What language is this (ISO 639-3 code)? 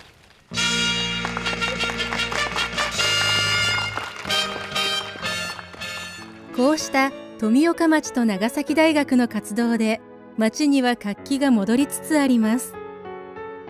jpn